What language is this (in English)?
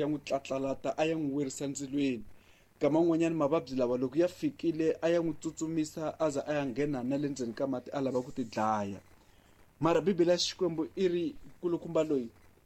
Tsonga